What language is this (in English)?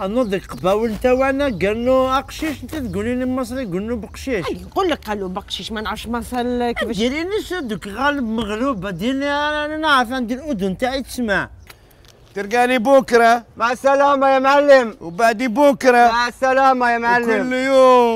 Algerian Arabic